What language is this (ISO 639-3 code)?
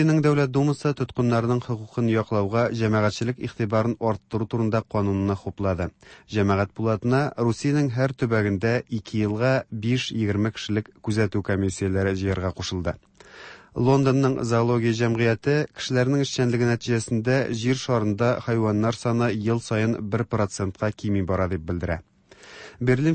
tat